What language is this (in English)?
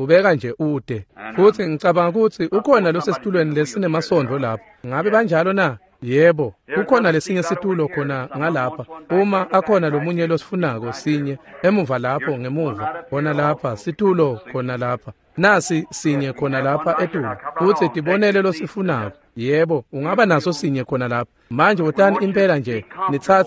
Swati